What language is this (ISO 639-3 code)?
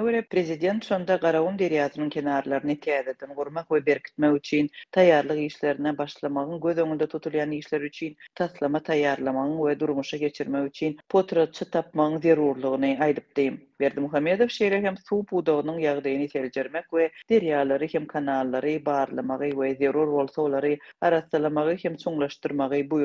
tuk